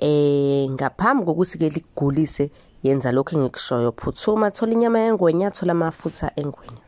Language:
Zulu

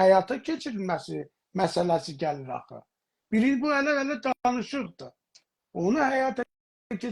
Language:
South Azerbaijani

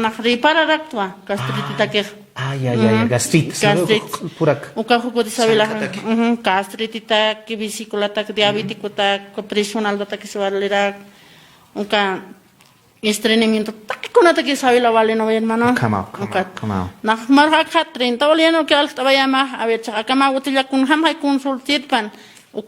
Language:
Aymara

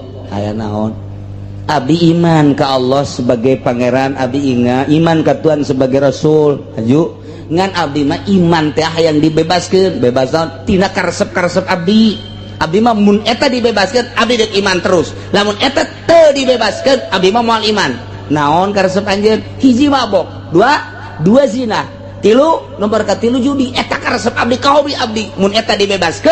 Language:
Sundanese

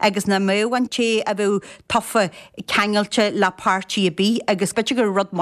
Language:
Irish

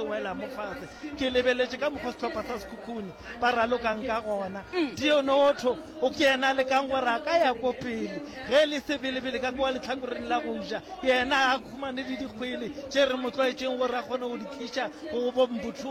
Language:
Northern Sotho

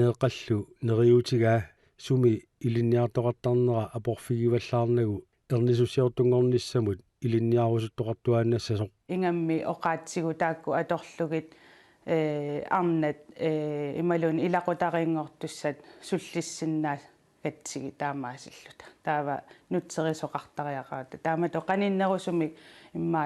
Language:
Kalaallisut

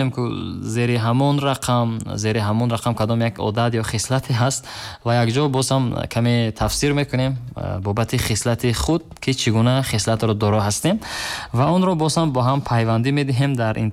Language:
Tajik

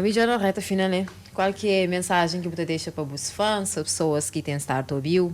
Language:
Kabuverdianu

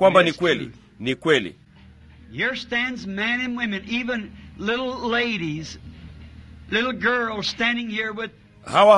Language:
Swahili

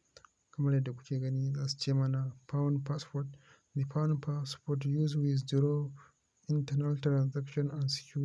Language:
Hausa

